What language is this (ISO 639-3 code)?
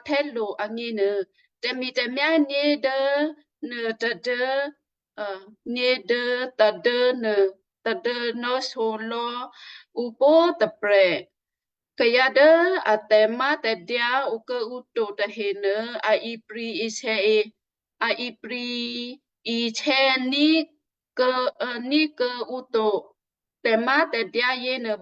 kyu